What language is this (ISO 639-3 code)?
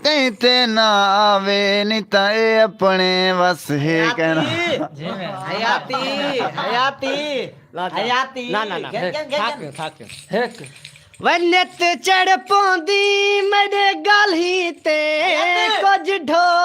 skr